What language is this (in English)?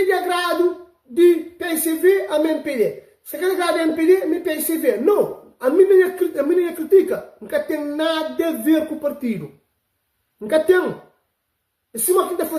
Kabuverdianu